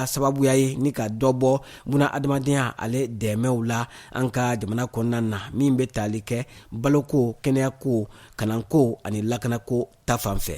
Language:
Bambara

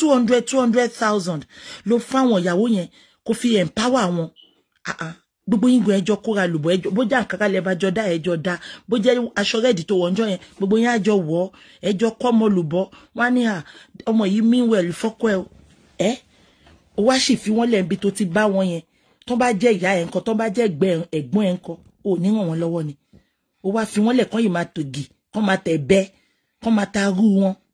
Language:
Yoruba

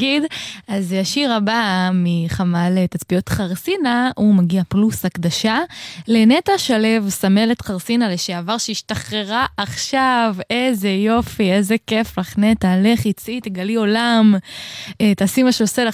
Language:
Hebrew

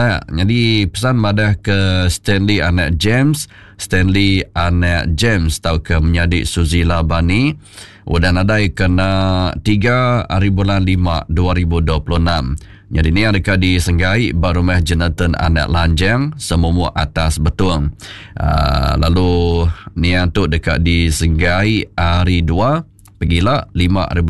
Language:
Iban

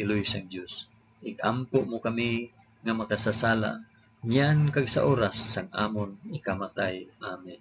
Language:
Hiligaynon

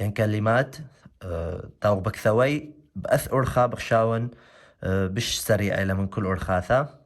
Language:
Assyrian Neo-Aramaic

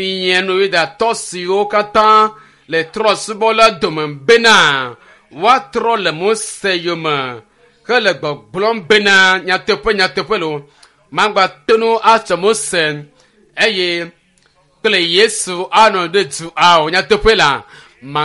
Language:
Ewe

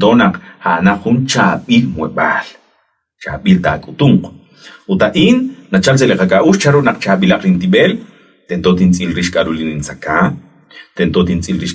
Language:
Kekchí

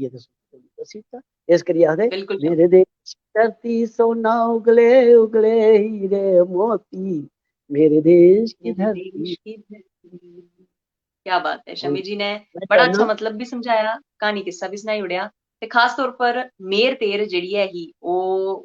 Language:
Dogri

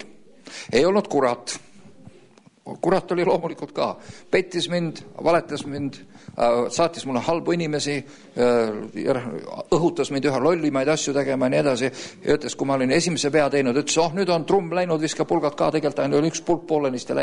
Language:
Estonian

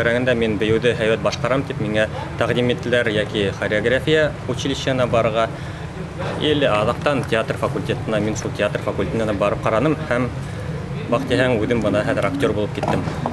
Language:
Bashkir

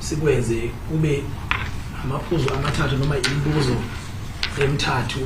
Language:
Zulu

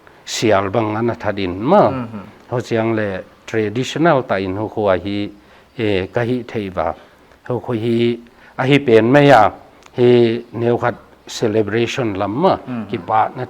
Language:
Paite Chin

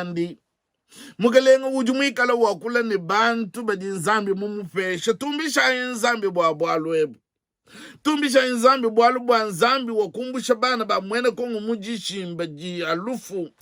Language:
Luba-Lulua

